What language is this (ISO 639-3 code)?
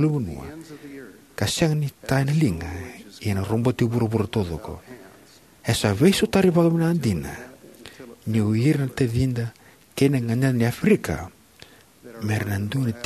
fij